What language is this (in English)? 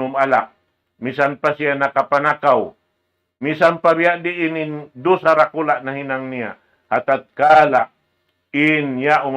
Tausug